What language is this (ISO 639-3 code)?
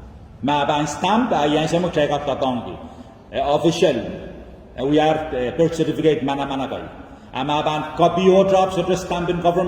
pon